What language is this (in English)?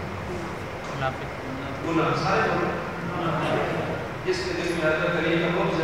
Urdu